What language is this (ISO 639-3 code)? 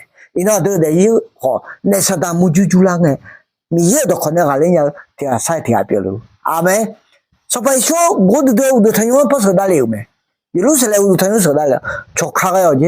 ahk